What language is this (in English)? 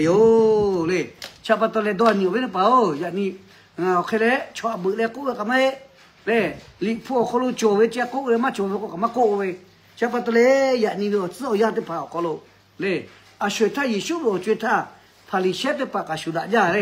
Lahu